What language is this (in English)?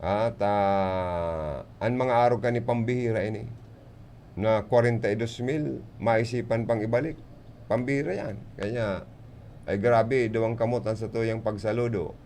Bikol